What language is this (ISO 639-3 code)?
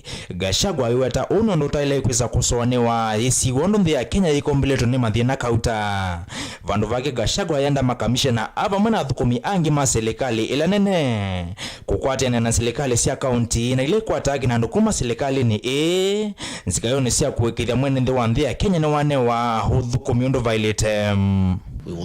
kam